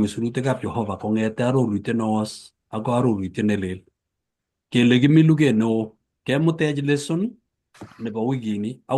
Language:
Kalenjin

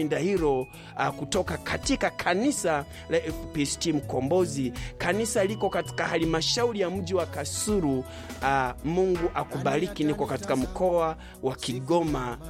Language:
Swahili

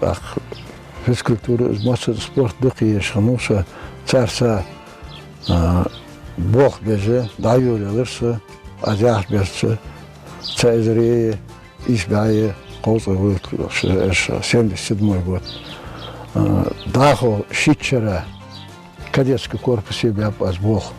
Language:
Ingush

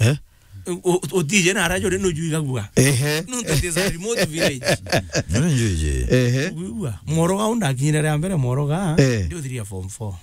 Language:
Meru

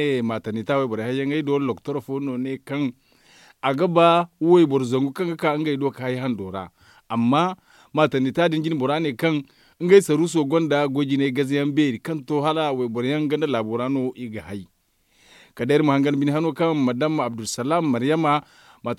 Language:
Zarma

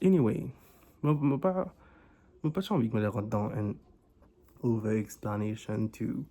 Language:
Morisyen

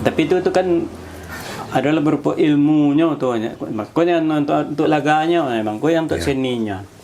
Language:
Minangkabau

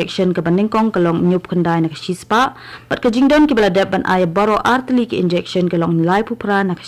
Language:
Khasi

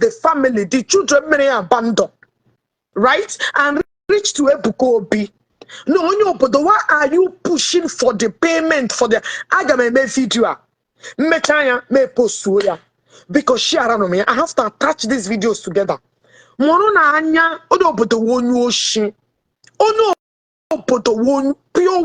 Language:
Igbo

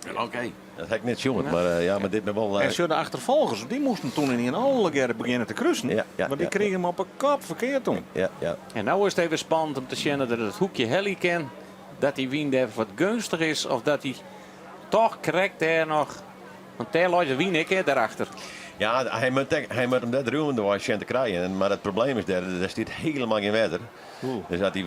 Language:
Western Frisian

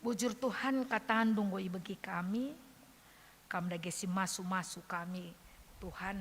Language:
Batak Karo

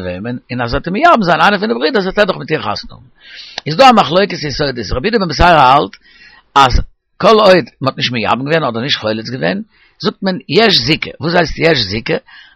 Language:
Yiddish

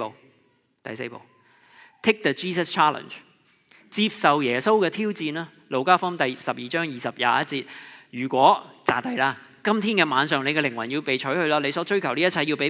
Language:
Cantonese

